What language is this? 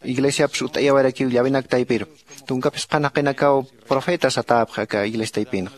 Aymara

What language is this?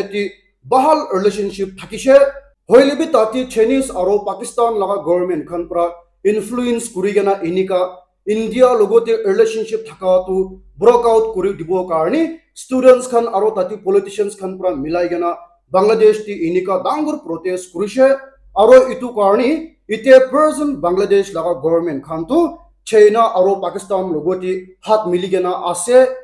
Naga Pidgin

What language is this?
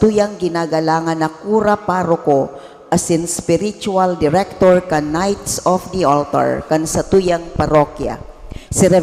Bikol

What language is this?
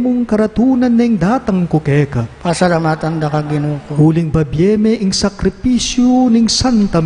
Pampanga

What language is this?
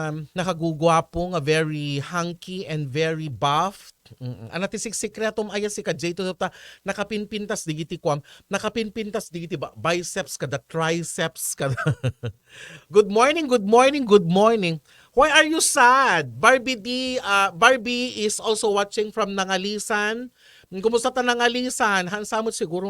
Iloko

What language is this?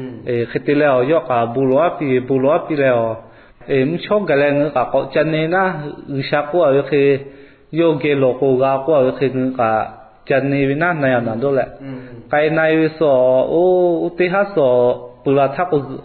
Lahu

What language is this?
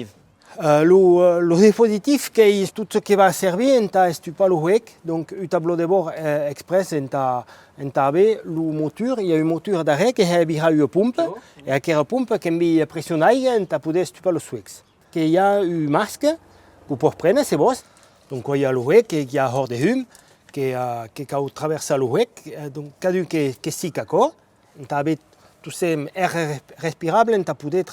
Occitan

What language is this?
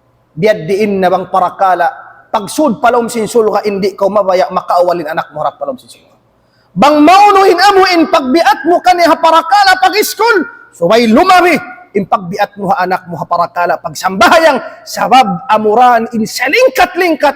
Tausug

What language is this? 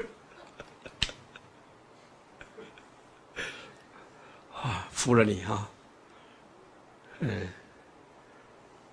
Chinese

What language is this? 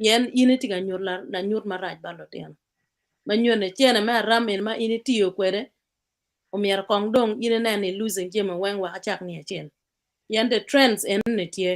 Acoli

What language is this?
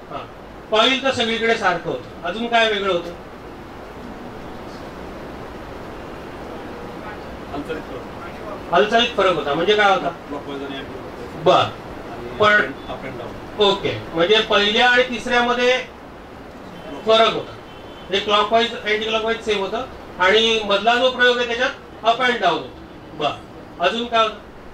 Marathi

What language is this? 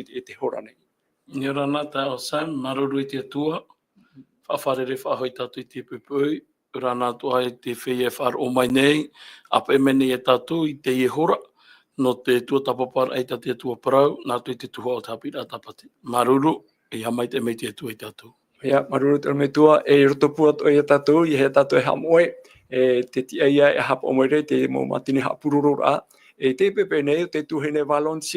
Tahitian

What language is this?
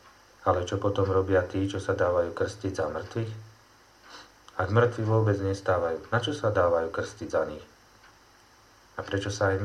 Slovak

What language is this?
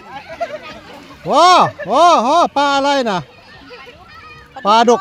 Northeastern Thai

